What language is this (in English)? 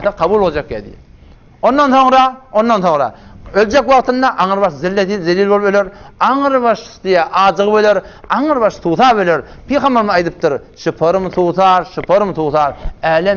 Turkmen